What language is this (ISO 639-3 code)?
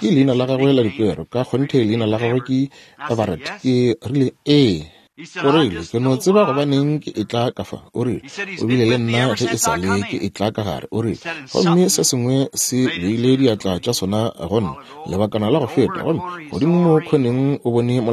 nso